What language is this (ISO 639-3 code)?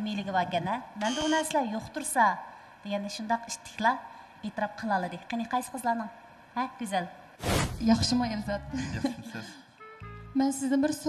uig